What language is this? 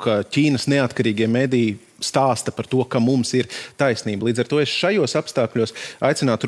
Latvian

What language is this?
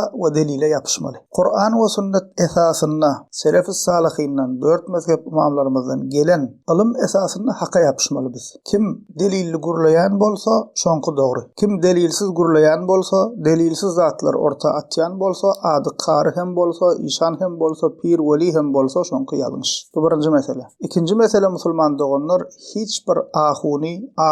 Turkmen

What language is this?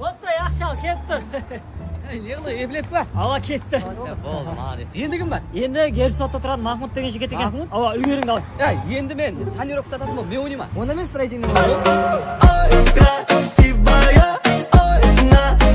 Kara-Kalpak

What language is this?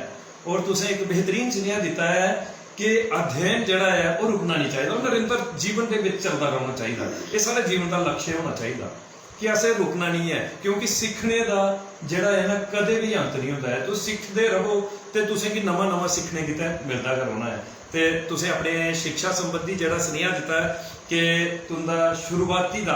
Dogri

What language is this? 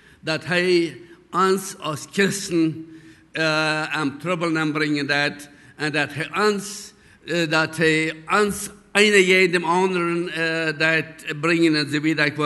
Plautdietsch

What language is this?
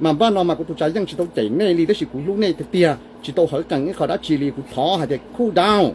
Hmong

